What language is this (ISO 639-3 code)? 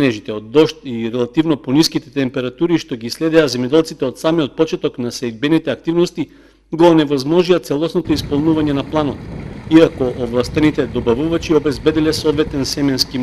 mkd